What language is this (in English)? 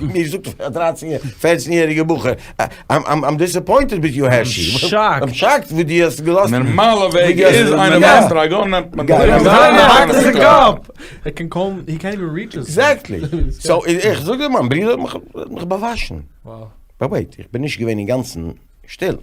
Yiddish